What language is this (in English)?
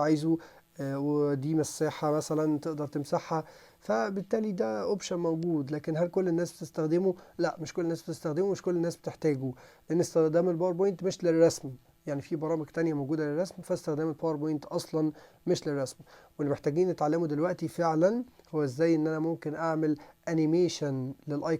Egyptian Arabic